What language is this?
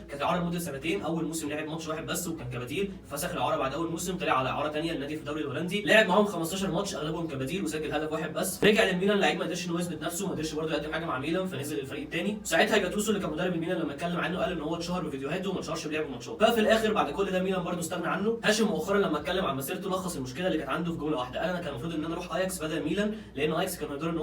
Egyptian Arabic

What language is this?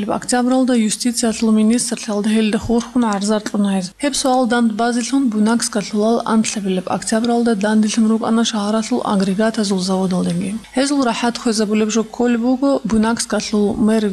Avaric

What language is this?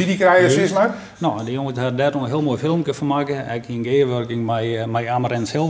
Western Frisian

